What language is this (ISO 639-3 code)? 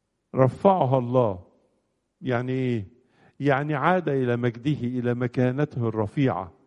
arz